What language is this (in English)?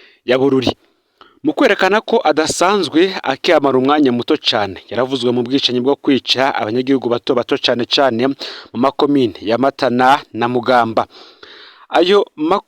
Rundi